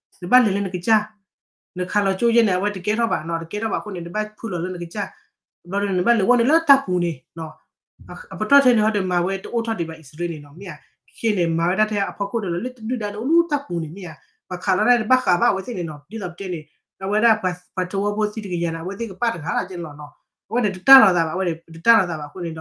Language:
S'gaw Karen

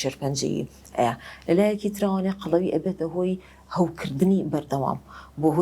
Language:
Central Kurdish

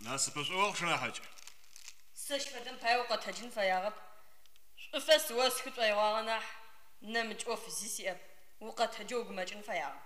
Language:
Adyghe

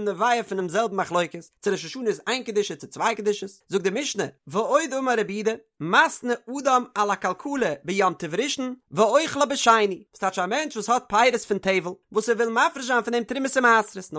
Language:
Yiddish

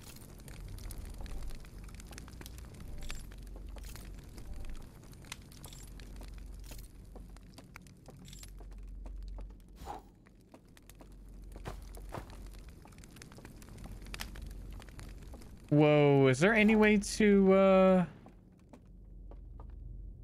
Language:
English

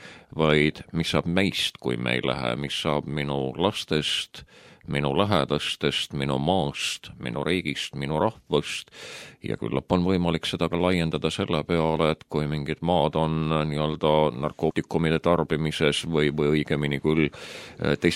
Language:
Estonian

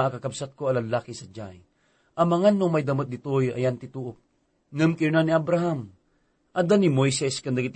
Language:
Iloko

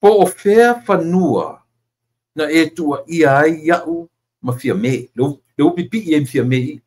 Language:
Samoan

